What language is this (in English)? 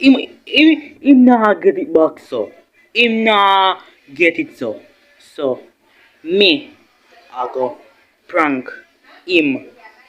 Jamaican Creole English